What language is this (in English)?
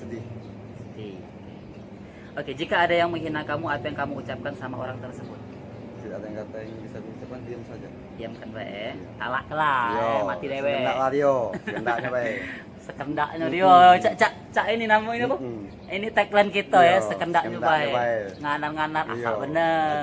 Musi